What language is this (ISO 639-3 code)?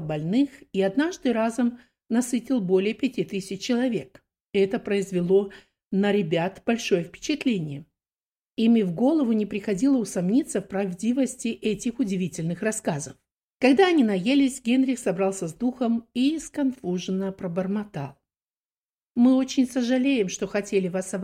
rus